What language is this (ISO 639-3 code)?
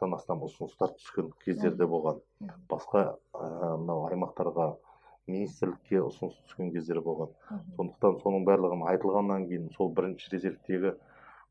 kaz